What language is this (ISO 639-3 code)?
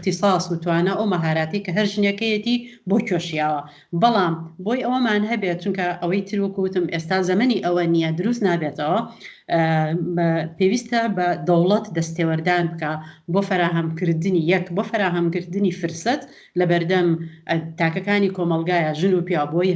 ckb